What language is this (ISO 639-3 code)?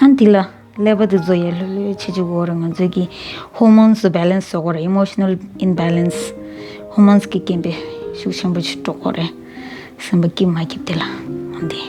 bod